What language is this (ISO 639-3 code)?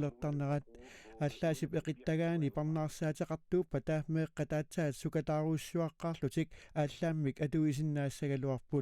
kal